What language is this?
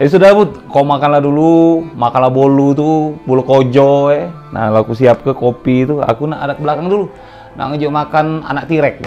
Musi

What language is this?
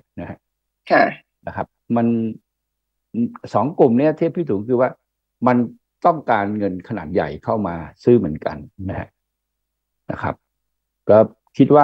Thai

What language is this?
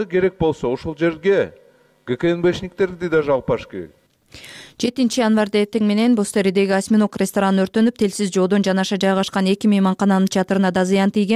Kyrgyz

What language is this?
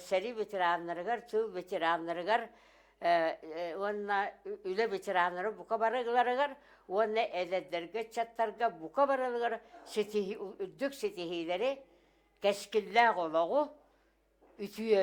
Yakut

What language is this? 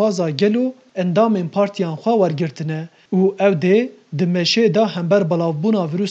Kurdish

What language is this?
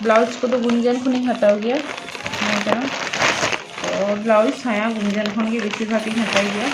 Santali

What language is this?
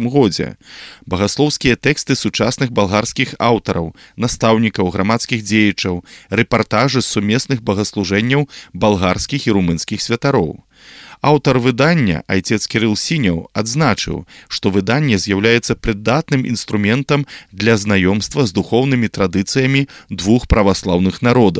Belarusian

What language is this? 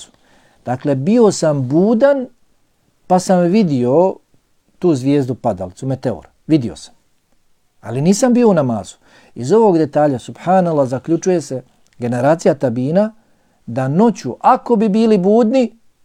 Bosnian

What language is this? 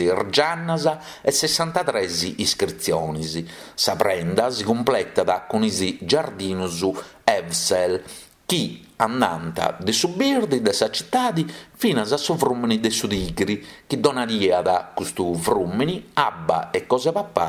Sardinian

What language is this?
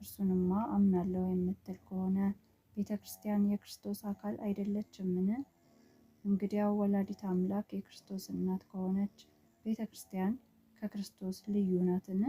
Amharic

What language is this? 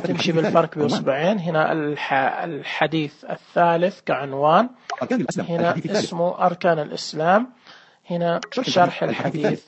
Najdi Arabic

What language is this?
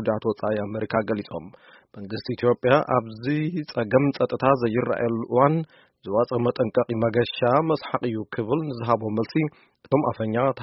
Tigrinya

